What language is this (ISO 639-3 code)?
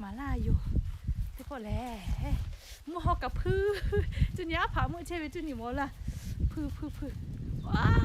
lhu